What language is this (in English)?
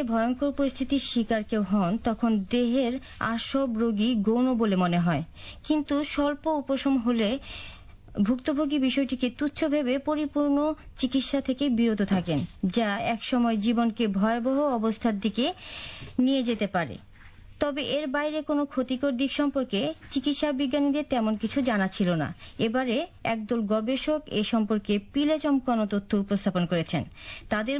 Bangla